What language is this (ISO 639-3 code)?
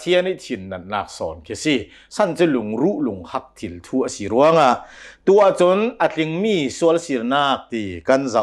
cnh